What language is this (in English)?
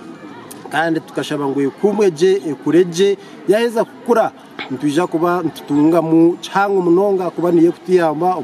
Nyankole